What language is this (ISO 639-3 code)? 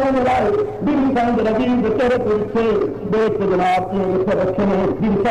skr